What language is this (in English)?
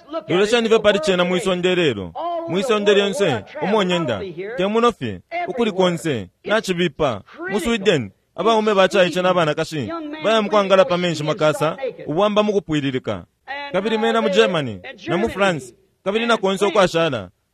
Bemba